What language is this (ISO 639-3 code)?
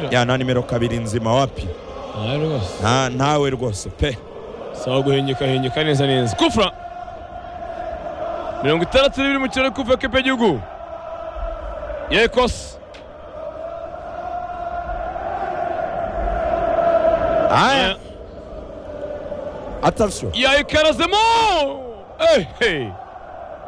kin